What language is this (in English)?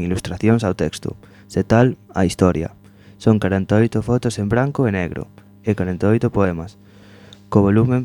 Galician